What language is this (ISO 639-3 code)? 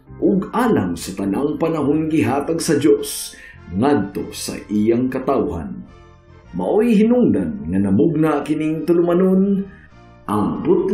ceb